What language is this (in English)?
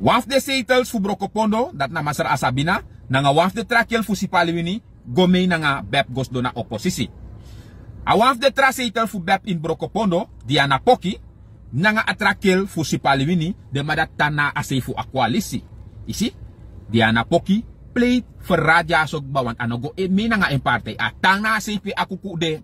Sranan Tongo